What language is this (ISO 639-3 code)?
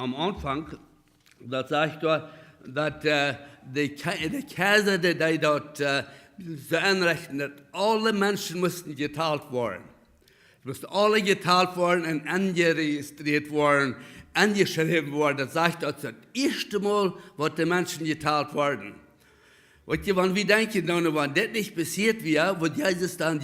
pdt